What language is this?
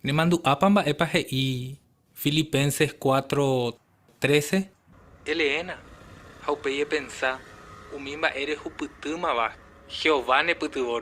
Guarani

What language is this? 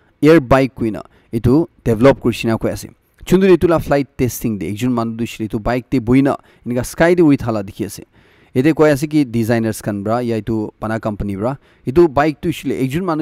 Naga Pidgin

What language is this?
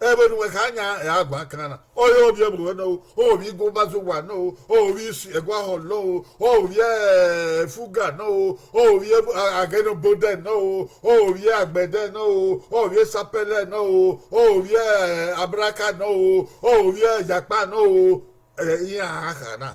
Bini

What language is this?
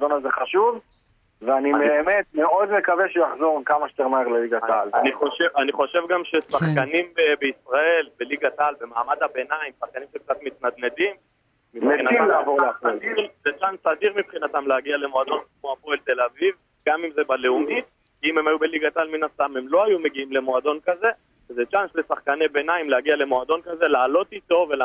Hebrew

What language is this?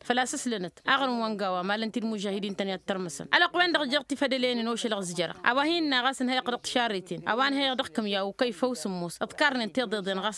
Tamasheq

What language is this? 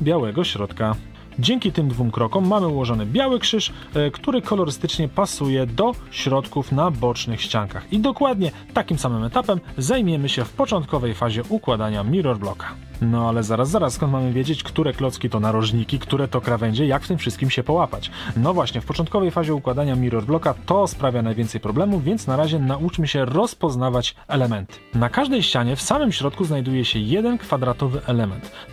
Polish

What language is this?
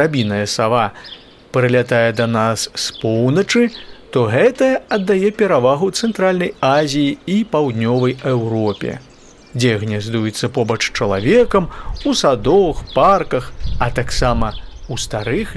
Belarusian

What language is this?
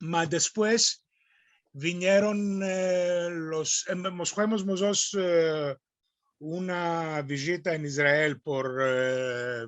Ladino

